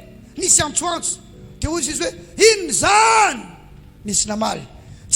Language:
Malagasy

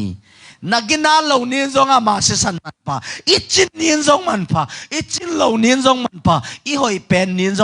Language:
Tedim Chin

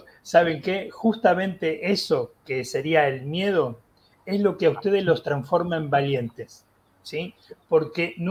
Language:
Spanish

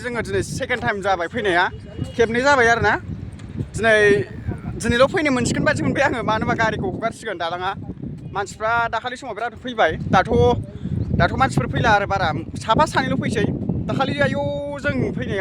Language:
Bodo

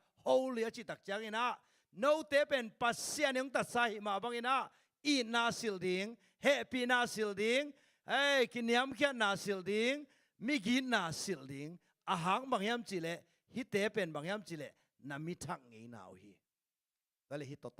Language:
Tedim Chin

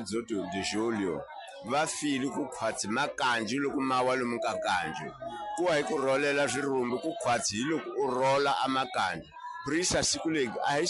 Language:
Tsonga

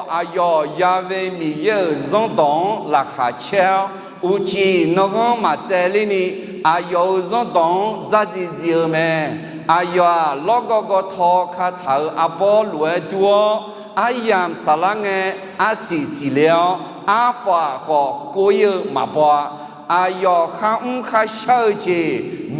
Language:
Akha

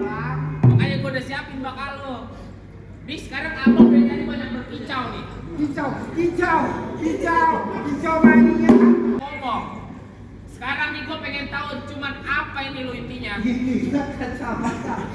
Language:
Betawi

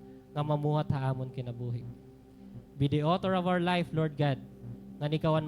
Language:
Waray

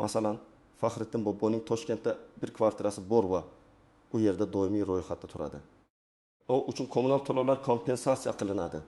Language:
Uzbek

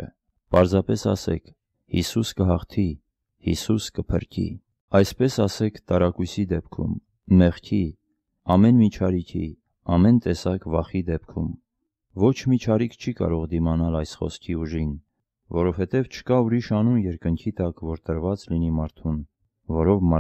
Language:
Armenian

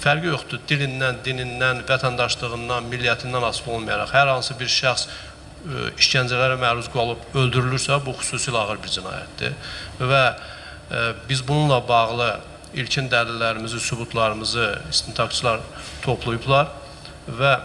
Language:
Azerbaijani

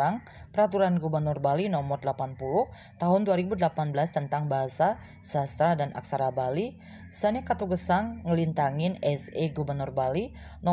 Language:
Balinese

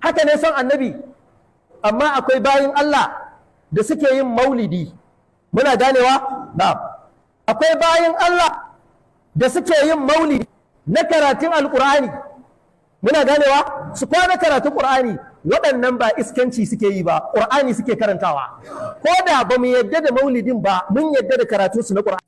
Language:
Hausa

